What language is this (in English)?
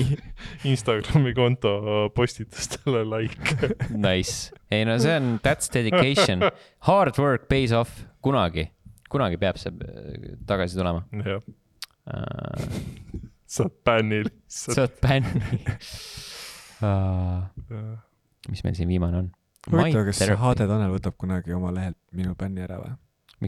Estonian